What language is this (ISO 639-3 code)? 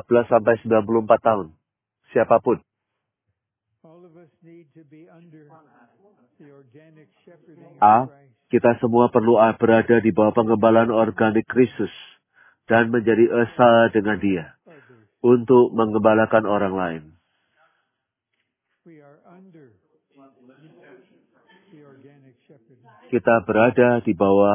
ind